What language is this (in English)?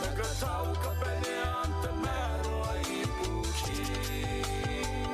Gilbertese